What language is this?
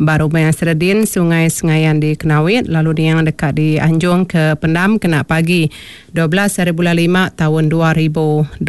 Iban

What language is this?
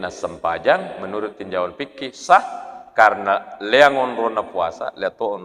Buginese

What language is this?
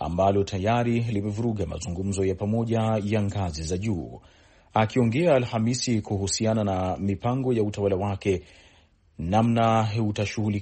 Swahili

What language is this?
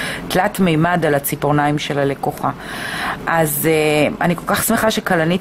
Hebrew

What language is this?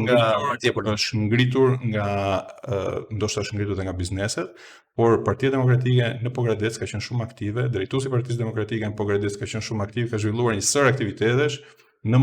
Albanian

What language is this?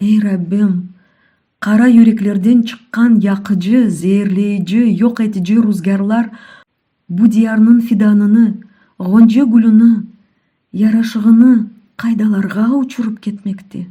Crimean Tatar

